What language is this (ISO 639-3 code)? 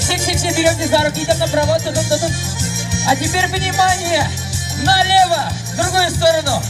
tat